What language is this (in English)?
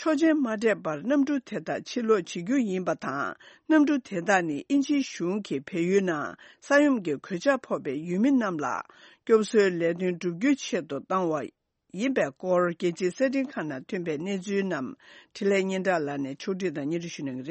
Tibetan